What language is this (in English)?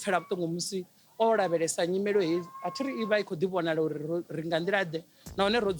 Venda